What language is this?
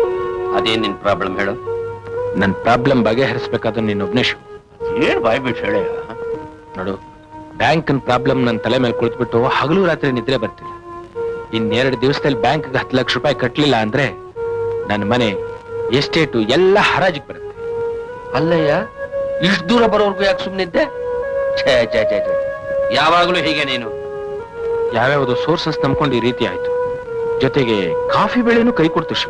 Kannada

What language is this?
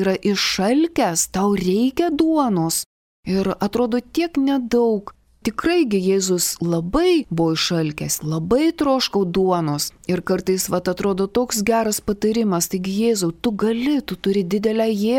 Lithuanian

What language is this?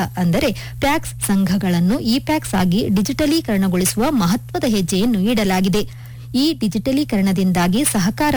Kannada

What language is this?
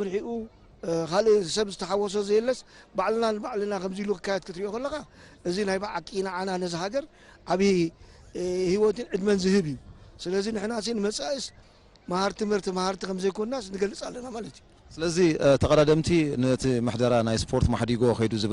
Tigrinya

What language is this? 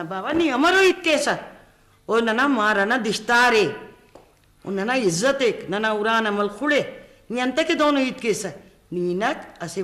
Brahui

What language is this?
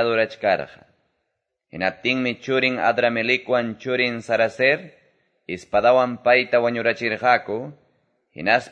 Quechua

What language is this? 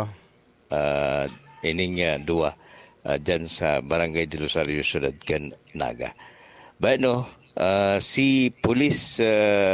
Bikol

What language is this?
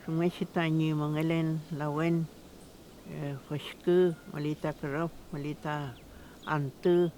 Mapuche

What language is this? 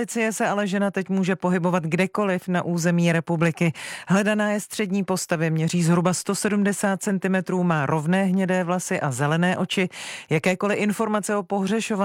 Czech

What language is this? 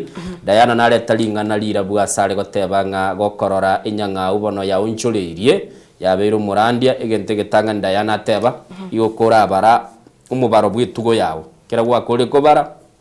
Gusii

